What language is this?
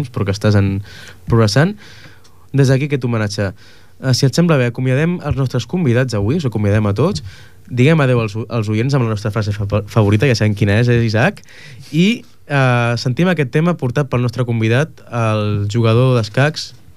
Catalan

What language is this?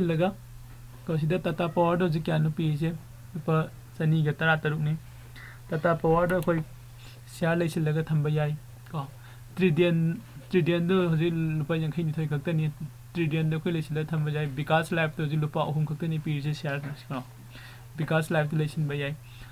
Manipuri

